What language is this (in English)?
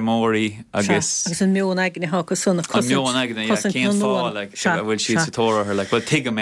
Irish